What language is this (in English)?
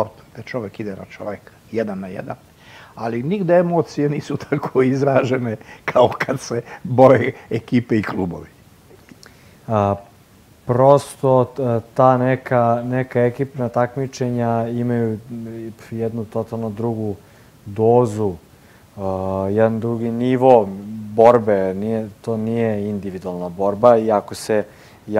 Serbian